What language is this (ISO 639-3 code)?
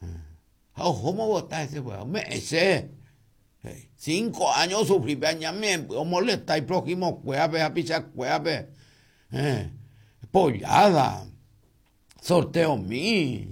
grn